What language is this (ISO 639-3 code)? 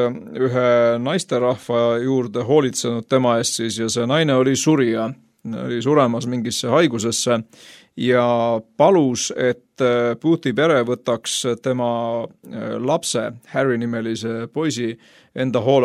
est